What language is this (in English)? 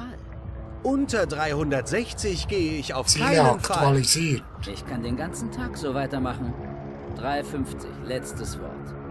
Swiss German